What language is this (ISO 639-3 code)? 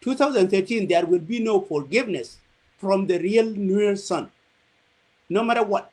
nus